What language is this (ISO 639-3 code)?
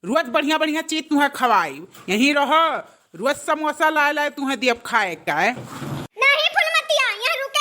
awa